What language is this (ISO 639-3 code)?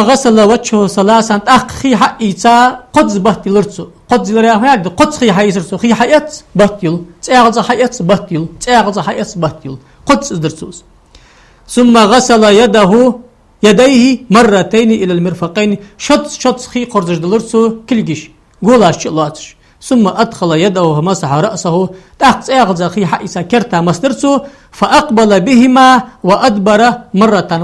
inh